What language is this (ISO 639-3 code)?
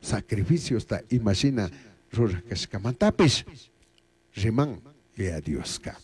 qug